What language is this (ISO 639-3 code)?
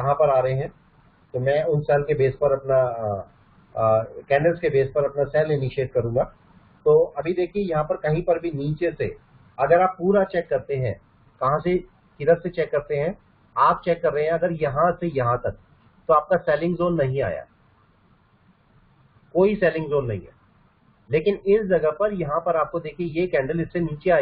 hin